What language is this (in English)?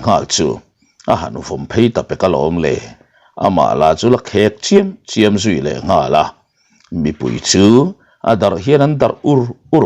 Mizo